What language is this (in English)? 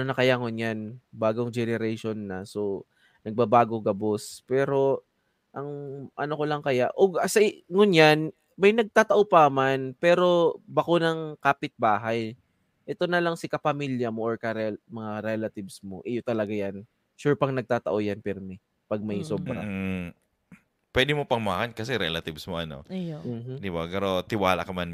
Bikol